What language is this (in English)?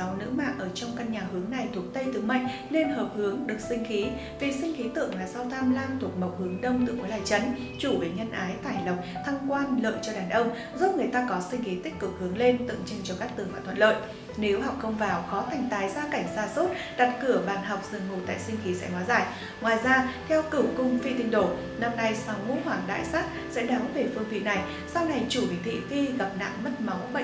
Vietnamese